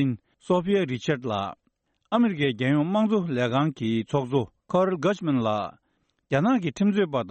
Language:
Tibetan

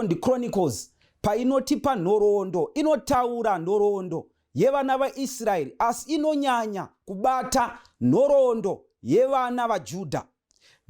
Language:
Shona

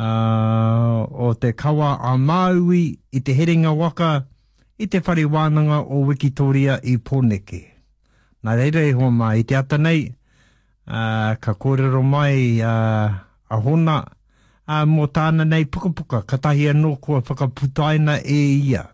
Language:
Māori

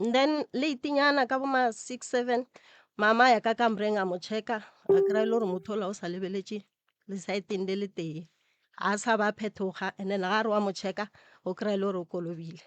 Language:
Northern Sotho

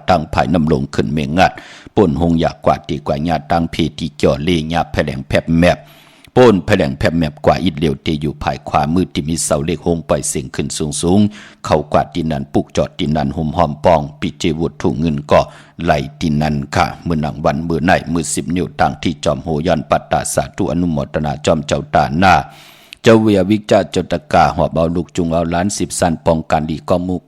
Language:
Shan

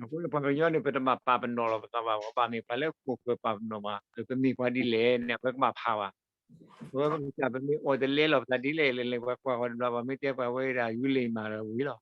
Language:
S'gaw Karen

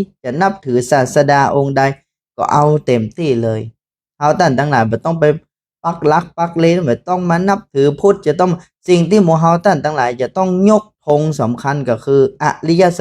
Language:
Northern Thai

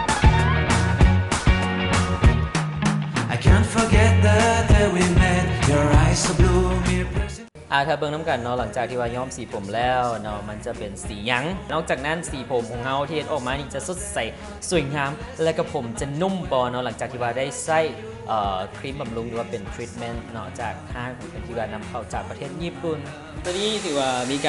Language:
Lao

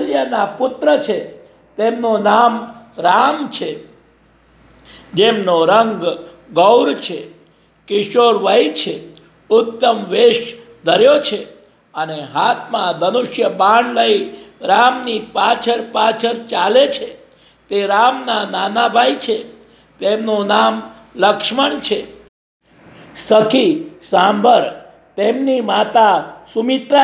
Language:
Gujarati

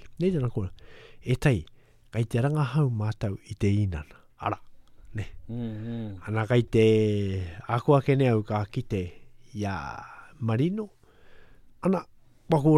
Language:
Latvian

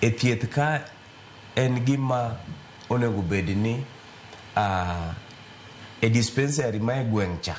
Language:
Luo (Kenya and Tanzania)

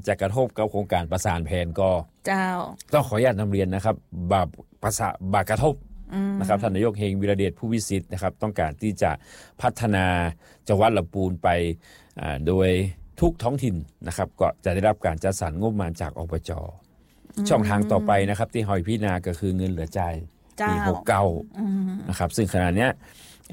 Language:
Thai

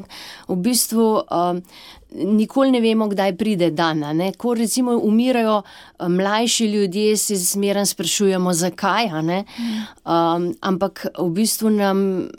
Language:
Slovenian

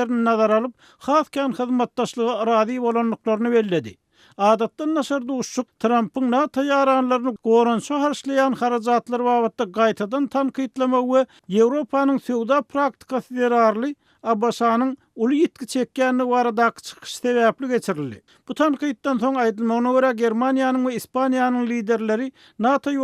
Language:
Turkmen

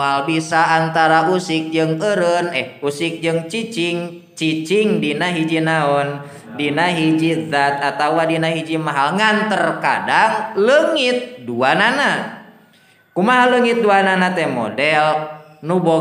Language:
Sundanese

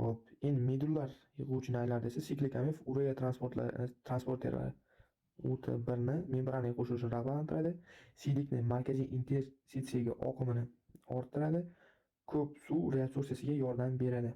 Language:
Uzbek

